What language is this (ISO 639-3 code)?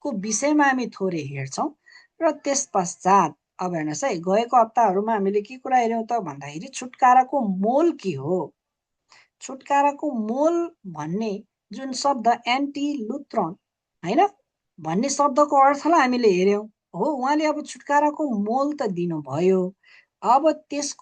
nep